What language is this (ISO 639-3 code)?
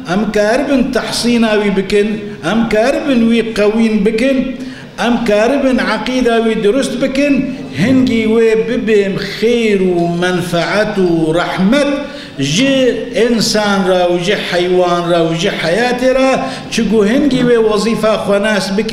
kur